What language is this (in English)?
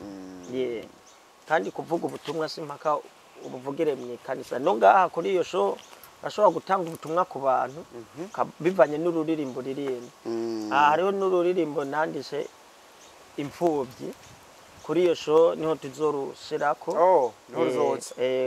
Rundi